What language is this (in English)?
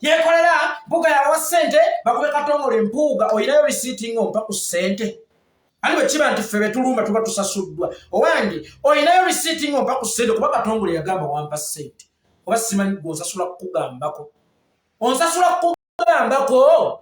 Ganda